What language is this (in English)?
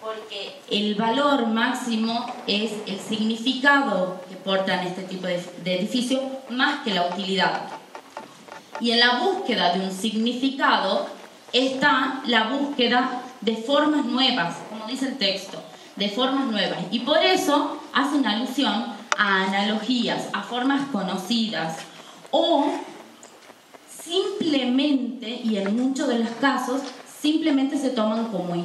Spanish